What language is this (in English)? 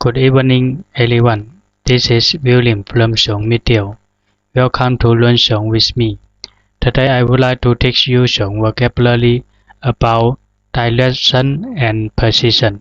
Zhuang